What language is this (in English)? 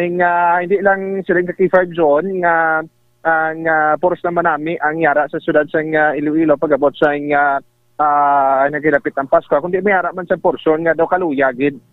Hiligaynon